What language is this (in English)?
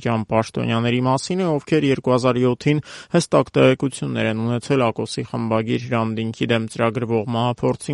Armenian